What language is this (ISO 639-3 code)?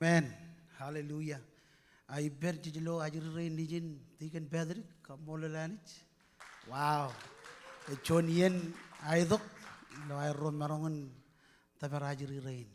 mah